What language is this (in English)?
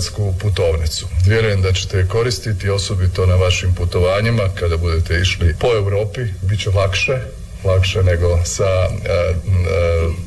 Croatian